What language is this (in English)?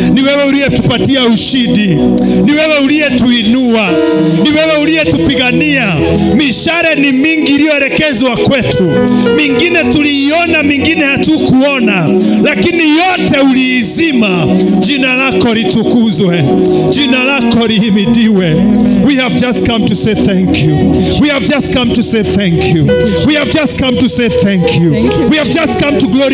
Swahili